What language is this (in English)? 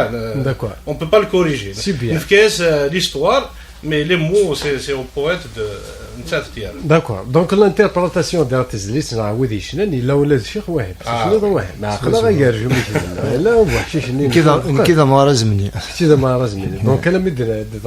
Kabyle